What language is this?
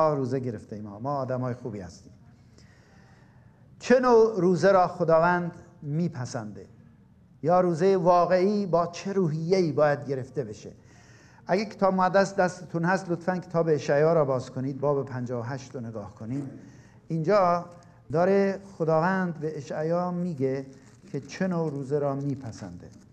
Persian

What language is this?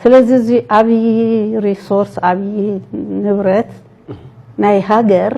Tigrinya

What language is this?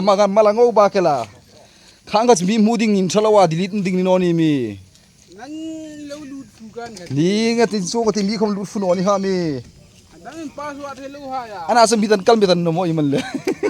Hmar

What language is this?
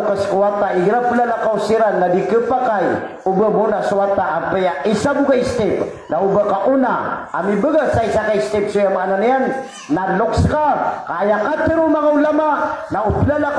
Maranao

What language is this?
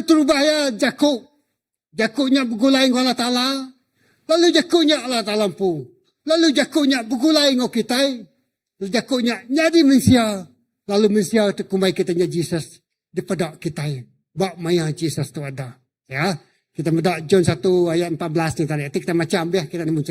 Iban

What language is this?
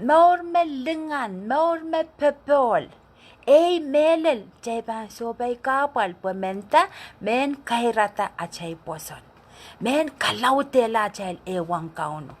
Pohnpeian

